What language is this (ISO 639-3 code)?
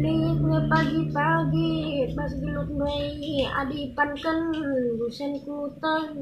btx